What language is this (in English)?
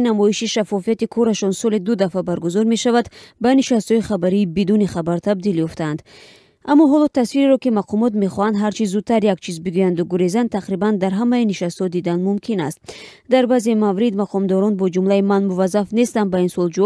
Tajik